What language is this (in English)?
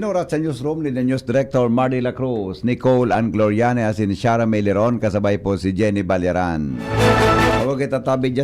Bikol